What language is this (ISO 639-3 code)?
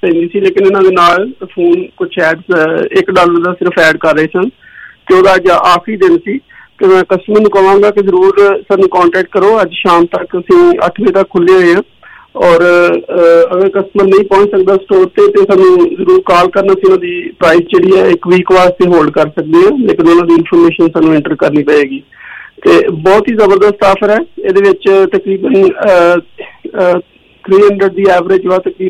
pan